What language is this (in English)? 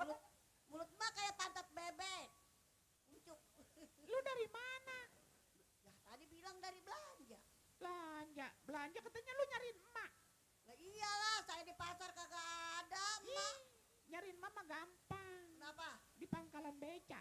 Betawi